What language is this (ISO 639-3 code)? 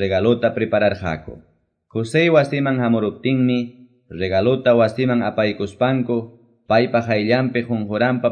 que